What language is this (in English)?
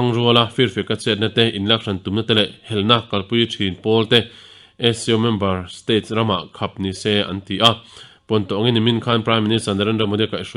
Mizo